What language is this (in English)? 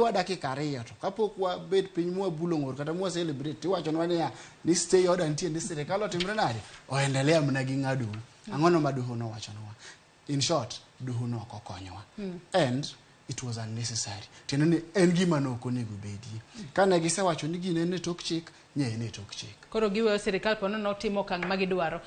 Luo (Kenya and Tanzania)